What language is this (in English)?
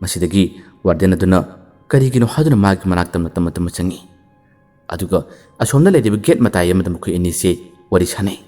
Manipuri